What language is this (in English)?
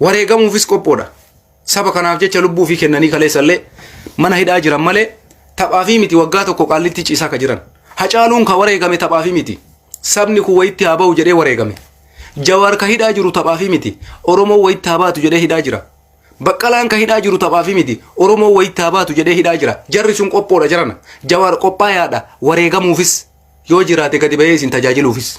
Oromo